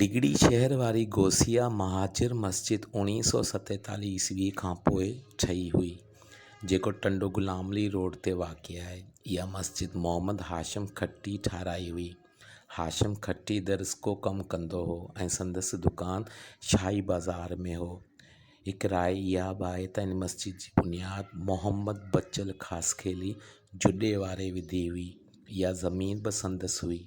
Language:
Sindhi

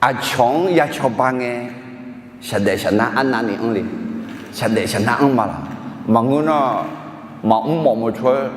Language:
Akha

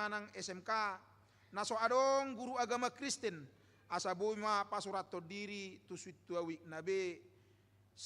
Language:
Batak Toba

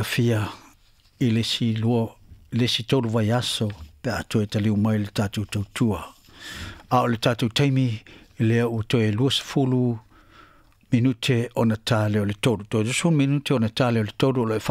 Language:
Samoan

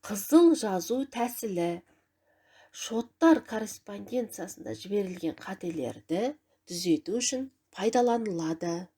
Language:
Kazakh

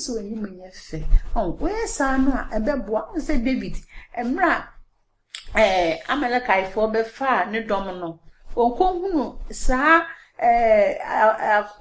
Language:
Akan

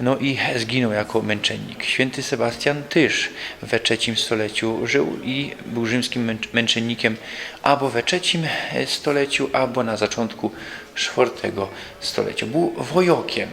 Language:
Silesian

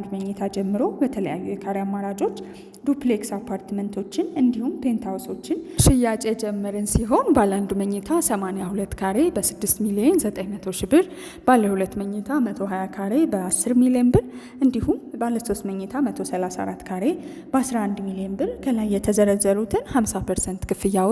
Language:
Amharic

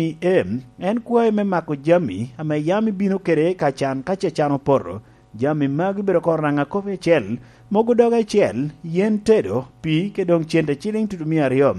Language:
Lango (Uganda)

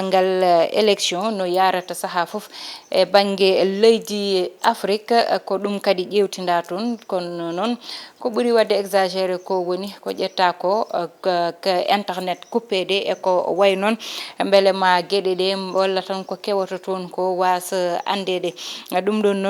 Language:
Fula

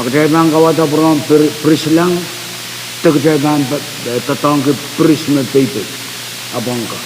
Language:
Pohnpeian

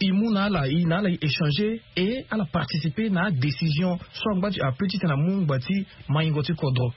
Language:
Sango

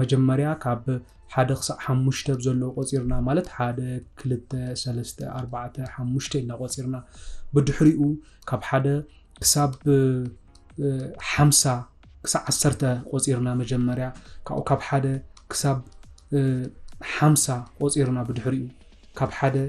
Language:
Tigrinya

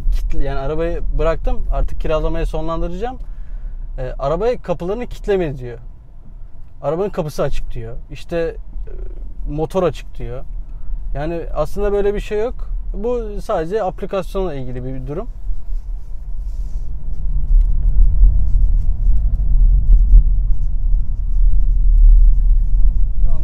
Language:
Turkish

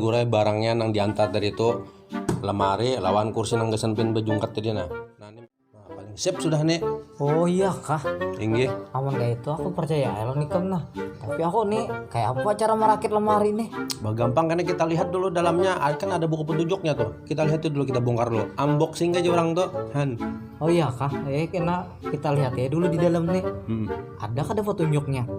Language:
Banjar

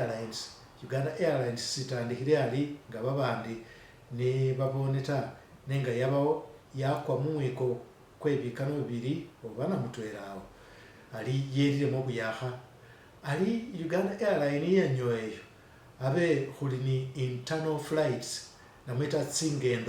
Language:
Masaaba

